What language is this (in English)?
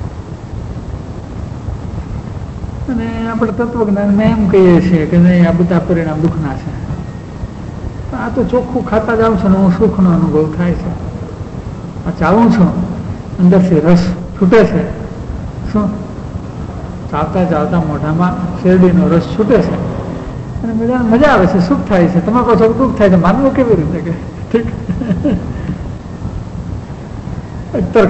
Gujarati